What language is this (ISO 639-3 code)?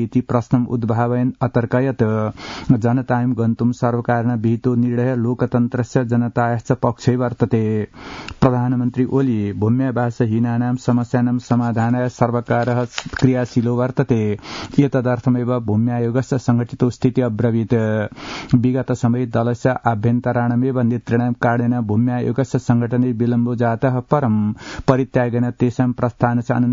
san